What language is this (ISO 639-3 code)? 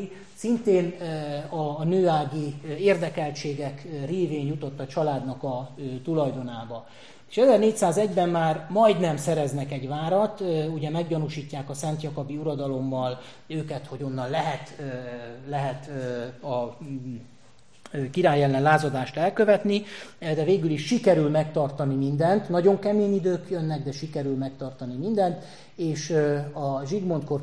hun